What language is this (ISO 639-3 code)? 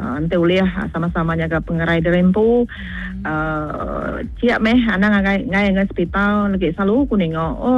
iba